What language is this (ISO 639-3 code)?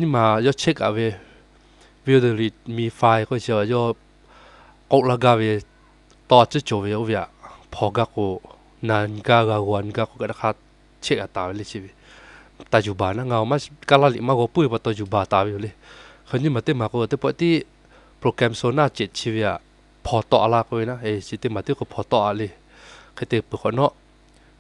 lhu